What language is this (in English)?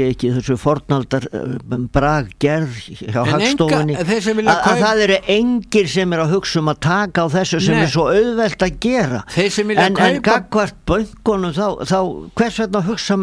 Icelandic